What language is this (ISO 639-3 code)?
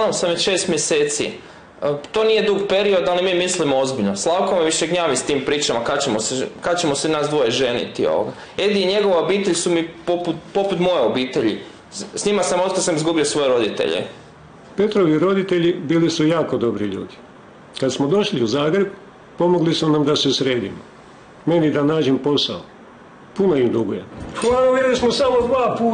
hrv